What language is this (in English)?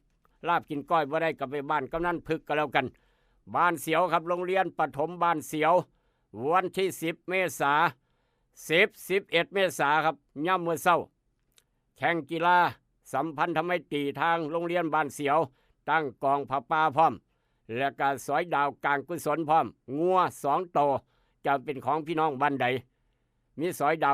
Northeastern Thai